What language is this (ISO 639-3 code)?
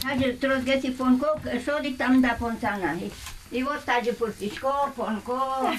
udm